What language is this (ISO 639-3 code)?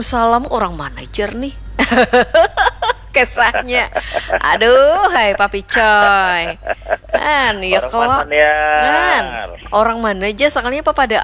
bjn